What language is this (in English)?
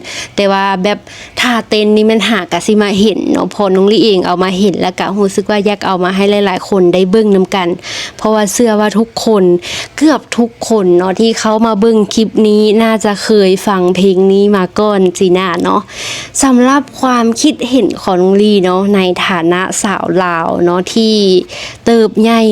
Lao